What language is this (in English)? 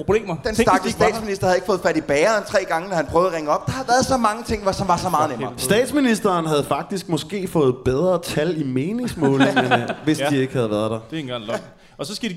Danish